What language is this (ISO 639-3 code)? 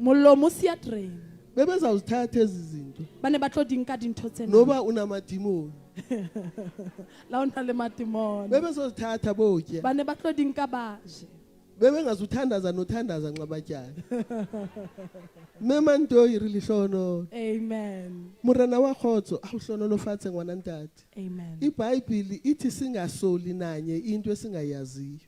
sot